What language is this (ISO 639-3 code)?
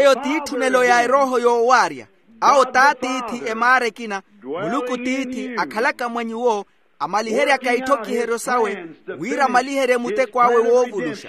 vmw